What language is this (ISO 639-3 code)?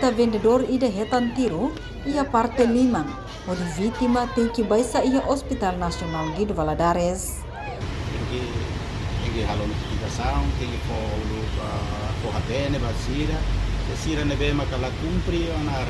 tet